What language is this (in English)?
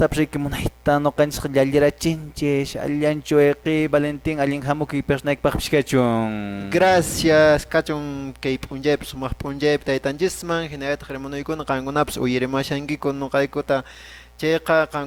Quechua